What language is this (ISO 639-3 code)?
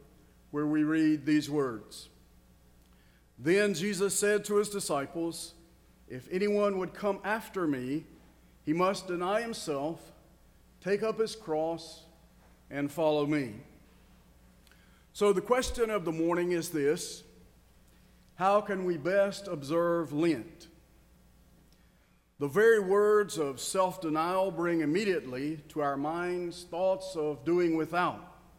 eng